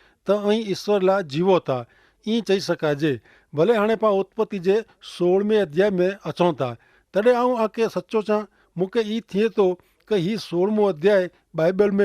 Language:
Kachhi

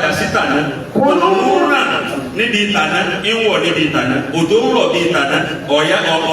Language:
Yoruba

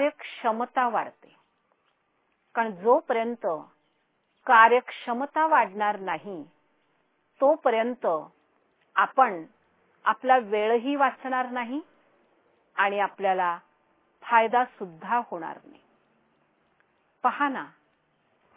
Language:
Marathi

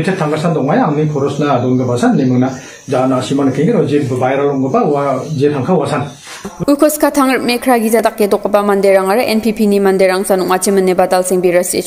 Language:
Garo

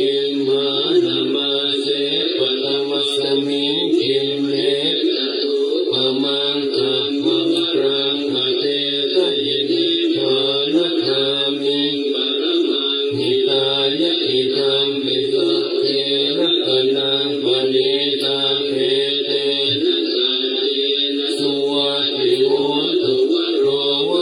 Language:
Pali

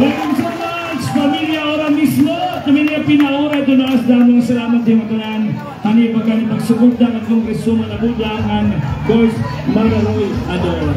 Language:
Waray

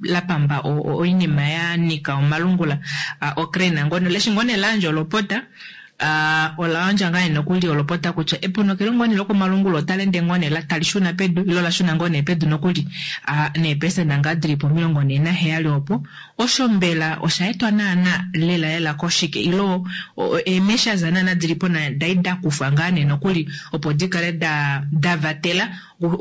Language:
Kuanyama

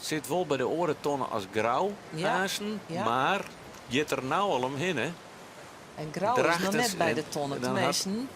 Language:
Western Frisian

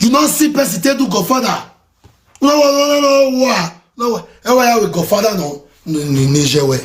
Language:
Nigerian Pidgin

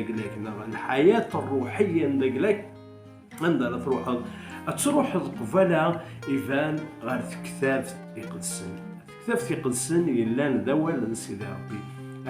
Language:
Kabyle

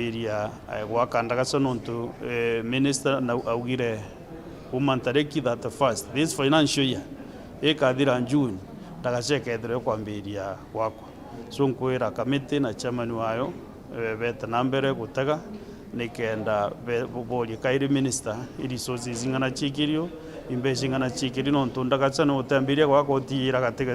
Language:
Meru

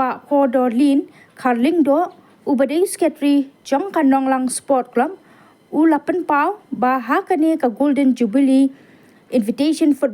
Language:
Khasi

